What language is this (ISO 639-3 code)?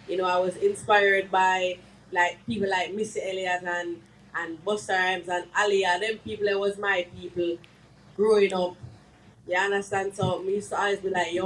jam